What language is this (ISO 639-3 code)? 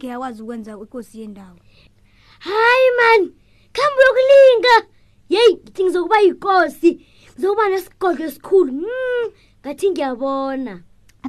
nbl